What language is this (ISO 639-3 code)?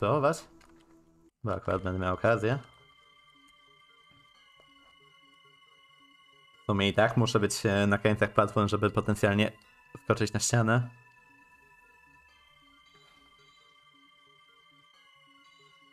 pol